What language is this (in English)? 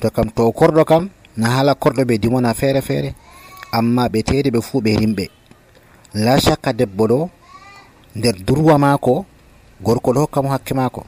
Nigerian Fulfulde